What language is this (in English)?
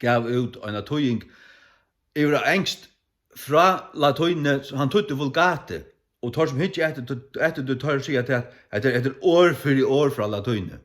Faroese